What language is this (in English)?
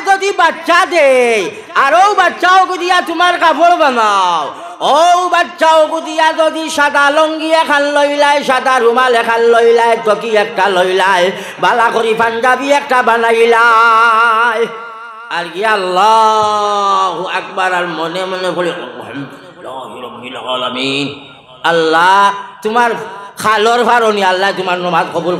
Sylheti